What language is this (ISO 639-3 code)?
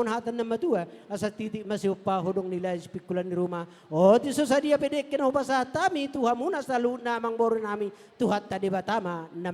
bbc